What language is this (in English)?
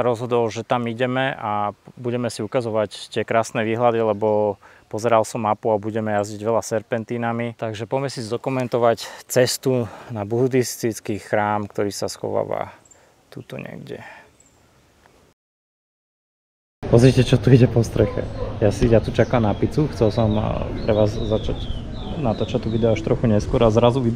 Slovak